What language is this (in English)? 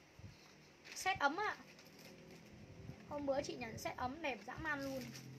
Vietnamese